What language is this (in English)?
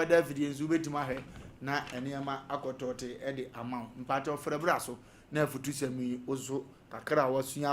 Akan